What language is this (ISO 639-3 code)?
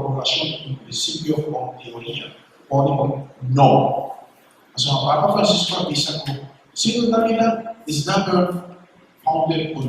pap